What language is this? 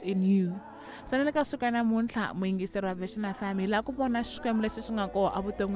Tsonga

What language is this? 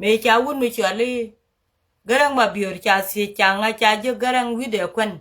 Nuer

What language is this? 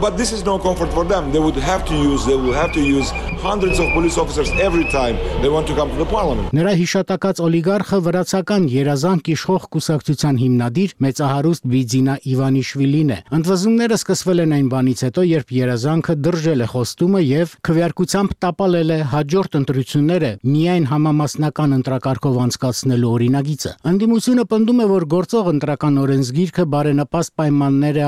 Armenian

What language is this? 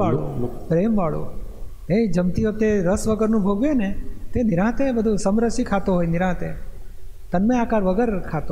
Gujarati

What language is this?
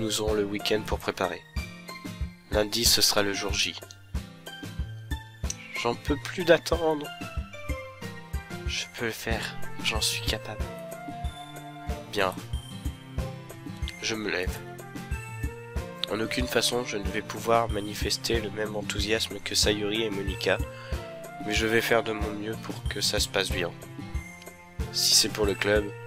French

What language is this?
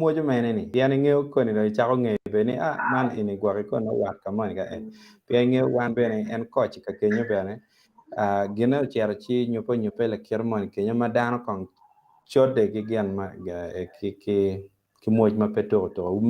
Acoli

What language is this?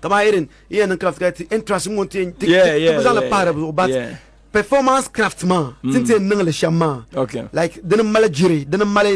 Dagbani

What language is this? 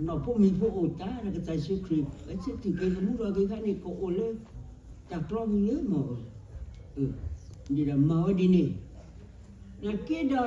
S'gaw Karen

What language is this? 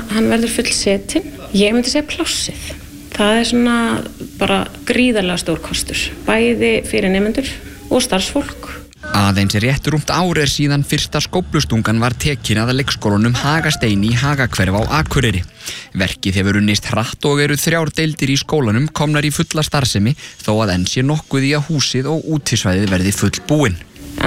Icelandic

